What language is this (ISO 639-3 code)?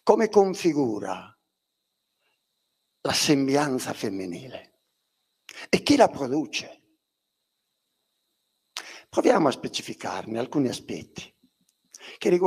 ita